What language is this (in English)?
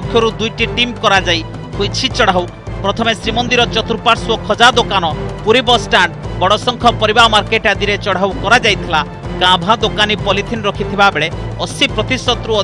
Odia